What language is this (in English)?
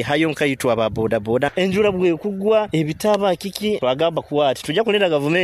Nyoro